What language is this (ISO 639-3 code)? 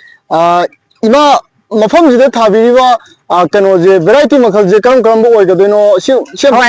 mni